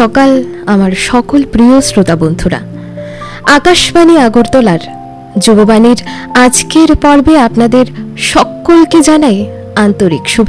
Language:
Bangla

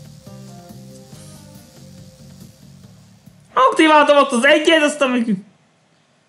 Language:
Hungarian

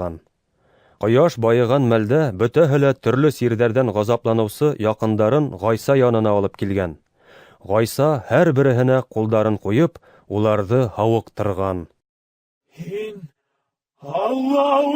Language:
Bashkir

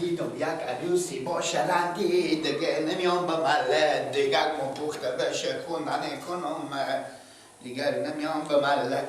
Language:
Persian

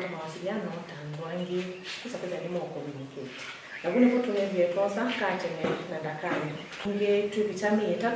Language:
Kamba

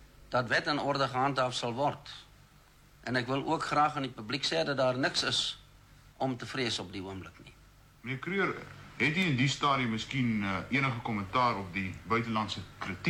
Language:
Afrikaans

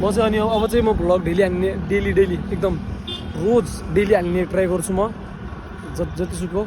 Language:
Nepali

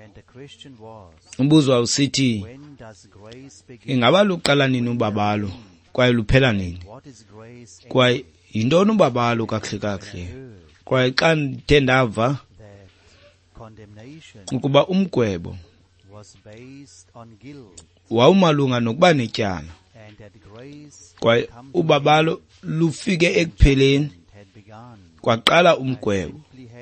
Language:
Xhosa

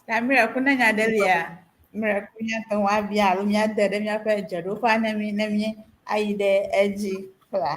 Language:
Ewe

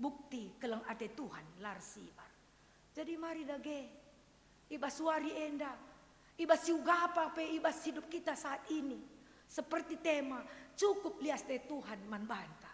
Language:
Batak Karo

